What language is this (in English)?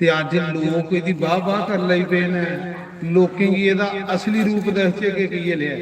Dogri